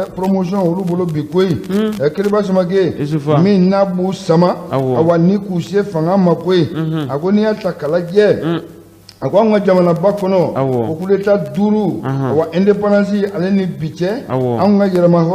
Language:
Bambara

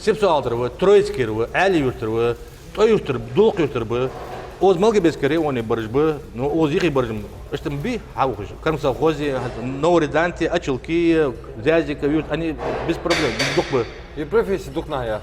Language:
Ingush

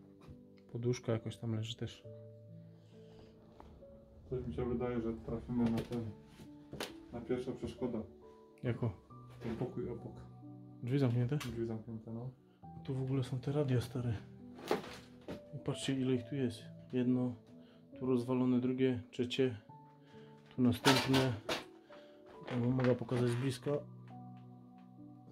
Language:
Polish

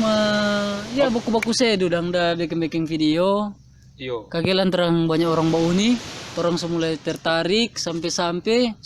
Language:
Manado Malay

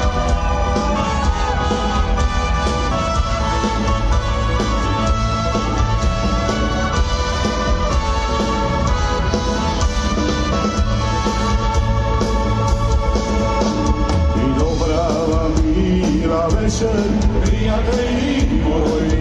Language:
Croatian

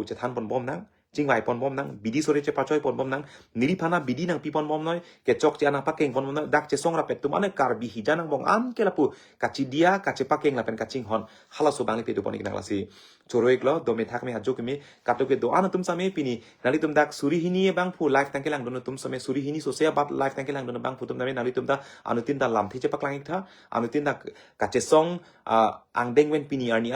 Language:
Karbi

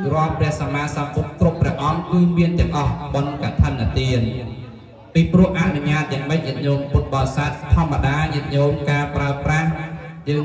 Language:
Khmer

